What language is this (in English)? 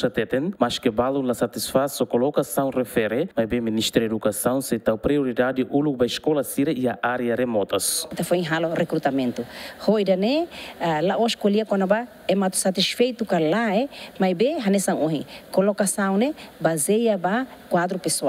Tetum